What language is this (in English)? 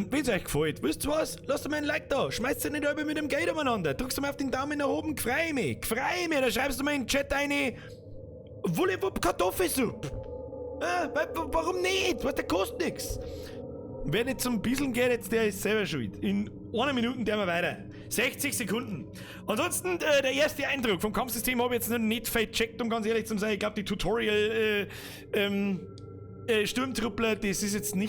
Bavarian